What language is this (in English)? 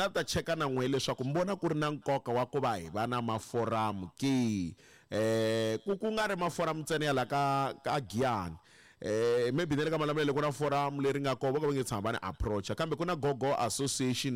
Tsonga